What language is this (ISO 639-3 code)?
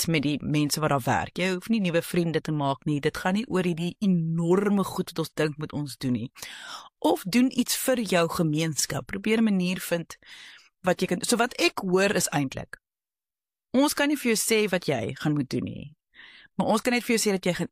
afr